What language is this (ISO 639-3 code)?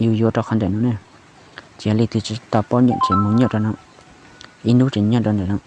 hmn